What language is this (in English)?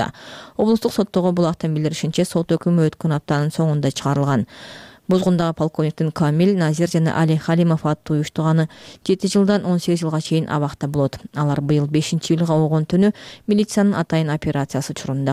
Kyrgyz